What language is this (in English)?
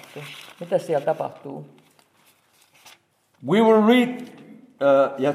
Finnish